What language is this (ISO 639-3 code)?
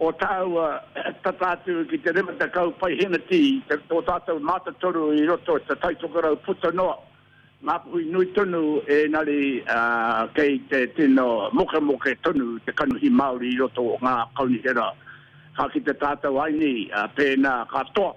mri